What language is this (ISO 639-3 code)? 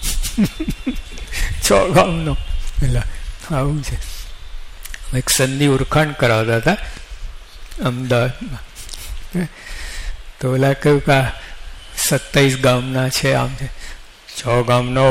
guj